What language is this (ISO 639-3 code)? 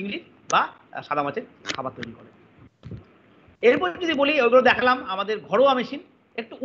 ben